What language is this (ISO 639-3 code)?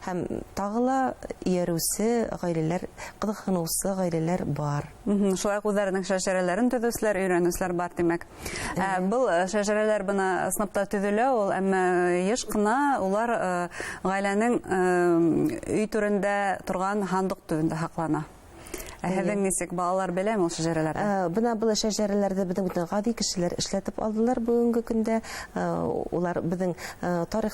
bak